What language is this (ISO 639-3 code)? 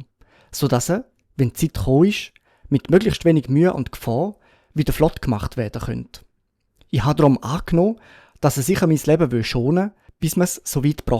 gsw